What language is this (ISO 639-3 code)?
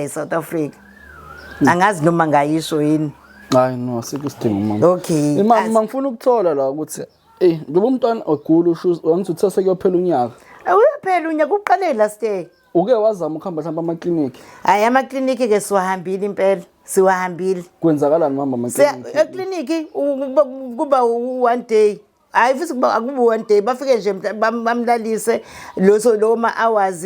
zul